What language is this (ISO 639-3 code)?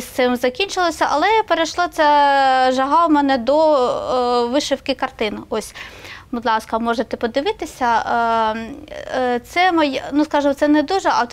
ukr